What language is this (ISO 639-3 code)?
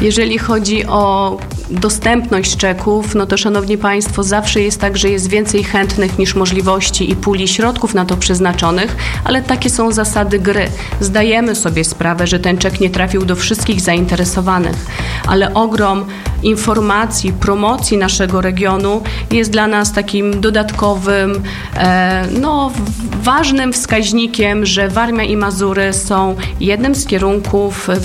pol